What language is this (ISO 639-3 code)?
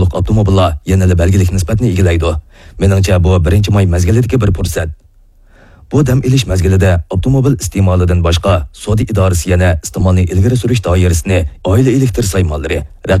uig